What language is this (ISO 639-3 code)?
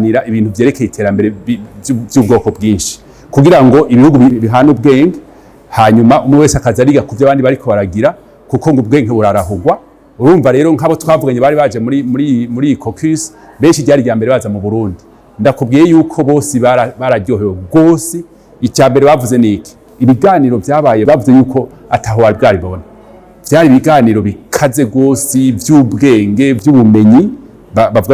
run